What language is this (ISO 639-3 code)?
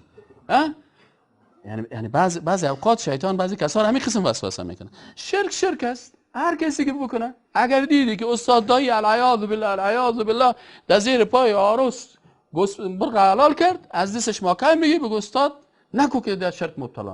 fas